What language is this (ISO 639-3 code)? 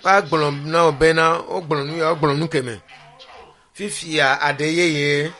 ewe